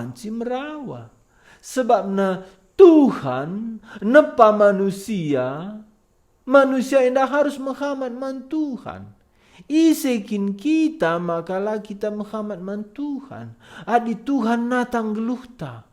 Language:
Batak Karo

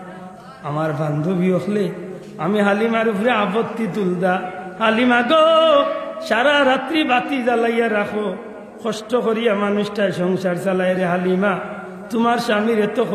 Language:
Sylheti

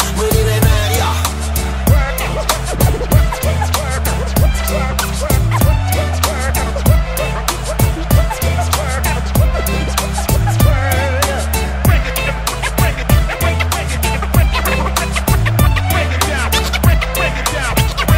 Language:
Romanian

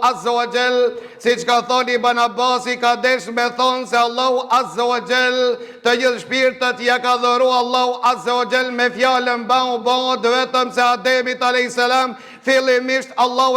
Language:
Albanian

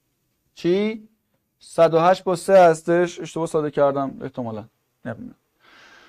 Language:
Persian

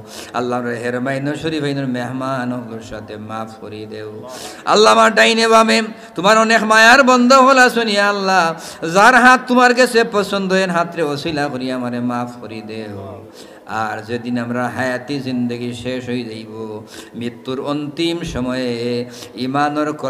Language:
Sylheti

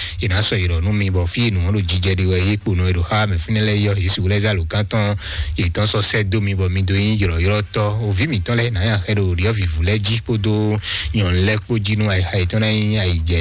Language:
Fon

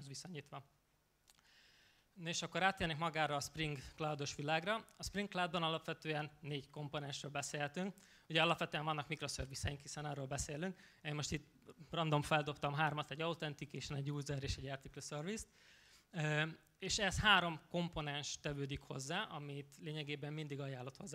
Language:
Hungarian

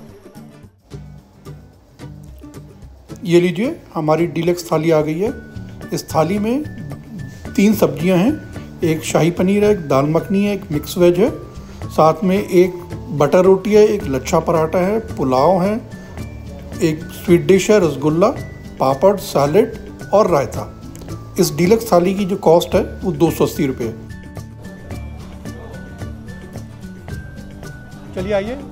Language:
Hindi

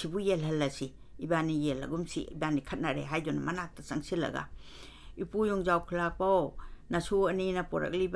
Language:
Manipuri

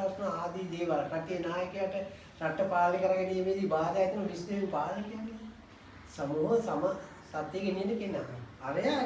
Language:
Sinhala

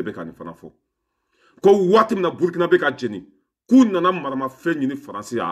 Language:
Bambara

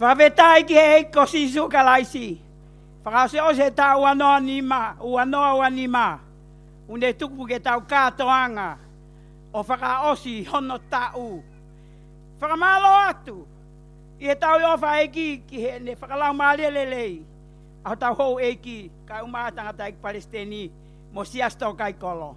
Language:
Tongan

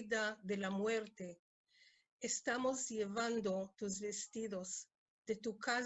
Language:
Ladino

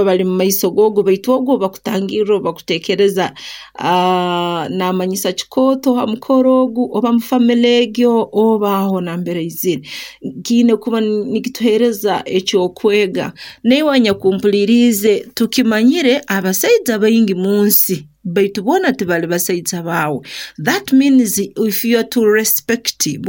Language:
Nyoro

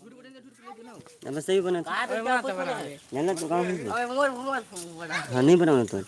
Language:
Chhattisgarhi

